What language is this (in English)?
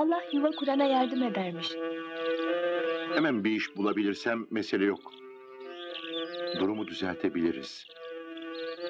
Turkish